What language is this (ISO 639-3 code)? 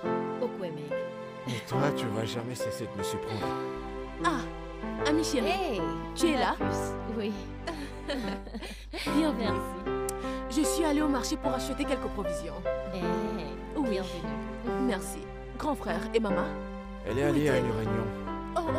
fra